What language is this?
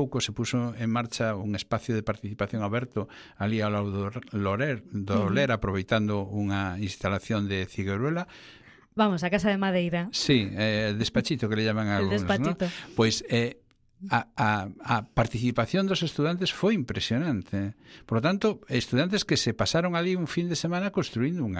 Galician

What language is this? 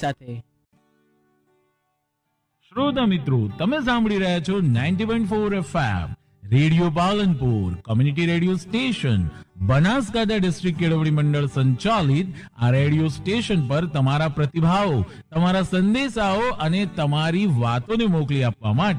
Gujarati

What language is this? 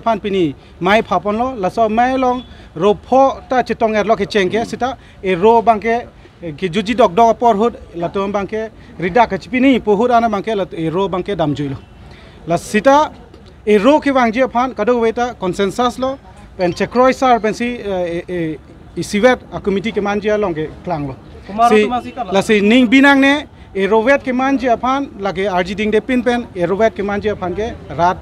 Karbi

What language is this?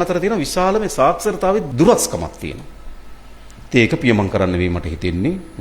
Sinhala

